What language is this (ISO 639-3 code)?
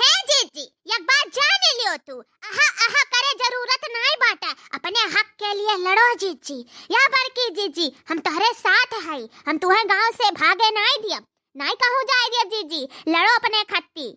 awa